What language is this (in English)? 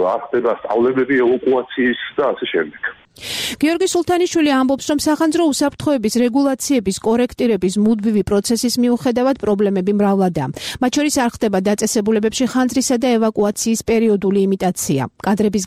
Georgian